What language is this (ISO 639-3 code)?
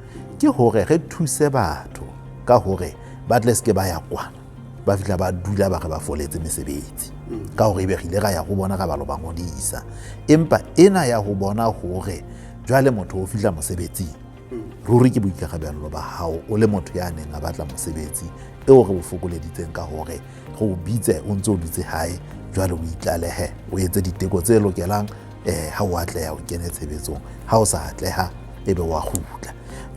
sot